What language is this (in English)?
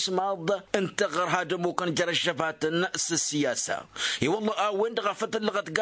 Tamasheq